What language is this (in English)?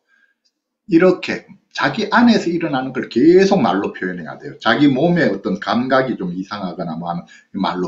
Korean